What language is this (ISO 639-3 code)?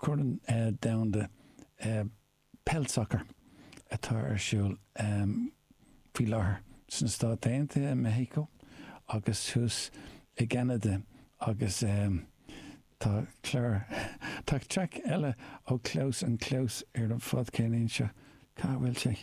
gle